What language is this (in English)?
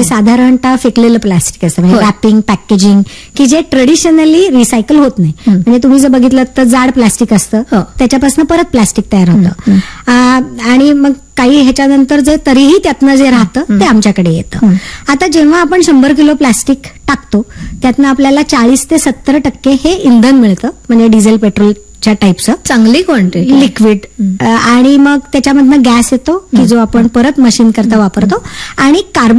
Marathi